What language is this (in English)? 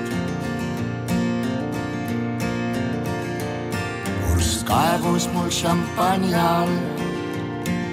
Estonian